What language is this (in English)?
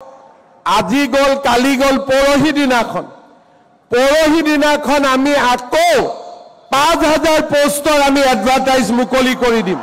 Assamese